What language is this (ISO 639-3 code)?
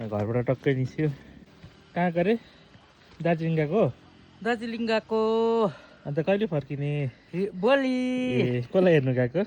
nep